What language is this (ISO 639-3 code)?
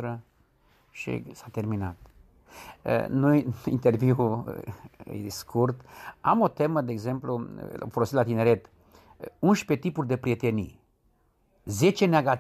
ron